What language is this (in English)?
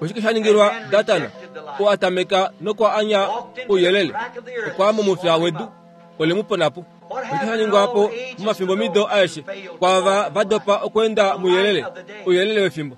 Kuanyama